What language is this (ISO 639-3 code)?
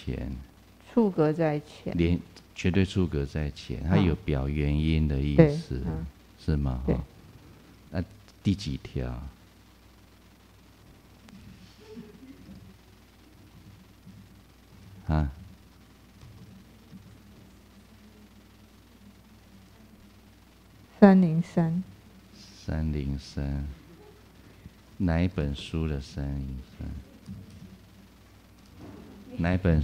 zho